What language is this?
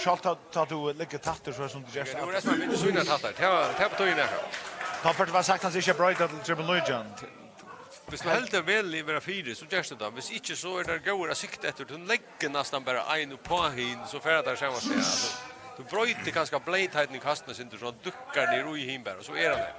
Faroese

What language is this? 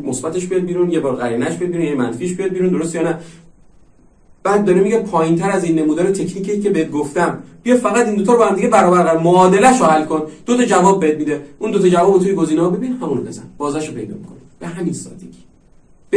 Persian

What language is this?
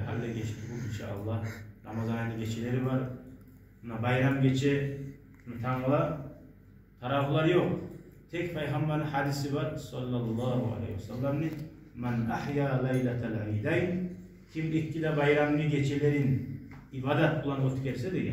Kumyk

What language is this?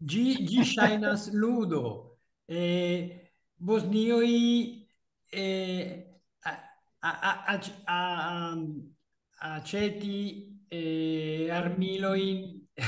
Esperanto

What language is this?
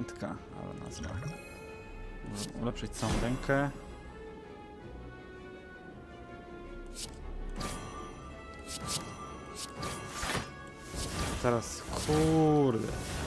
Polish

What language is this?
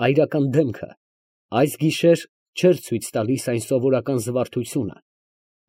Armenian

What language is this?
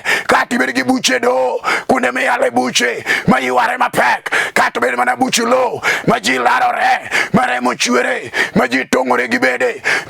Luo (Kenya and Tanzania)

